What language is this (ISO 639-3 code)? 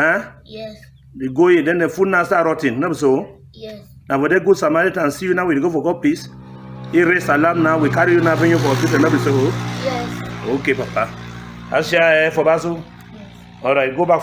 wes